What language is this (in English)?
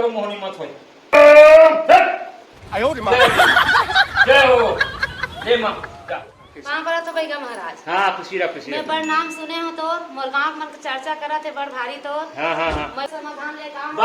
Chhattisgarhi